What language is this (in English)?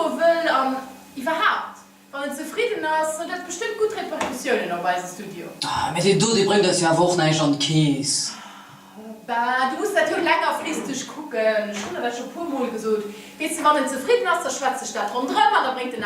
Luxembourgish